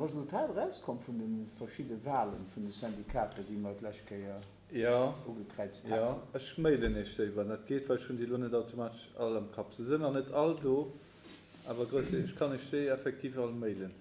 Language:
Luxembourgish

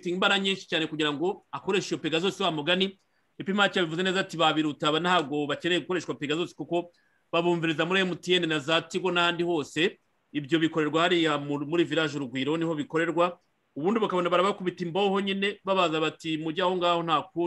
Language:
Kinyarwanda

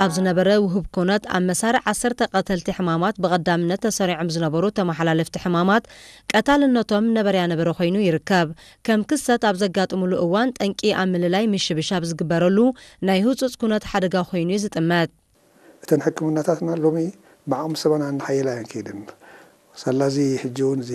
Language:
Tigrinya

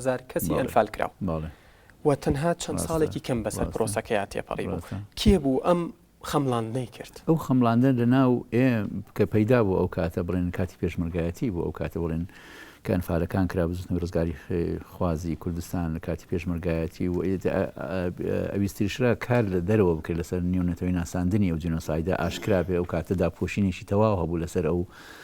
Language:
Central Kurdish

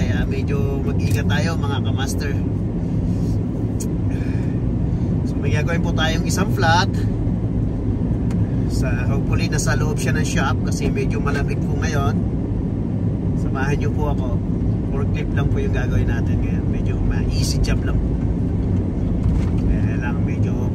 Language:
Filipino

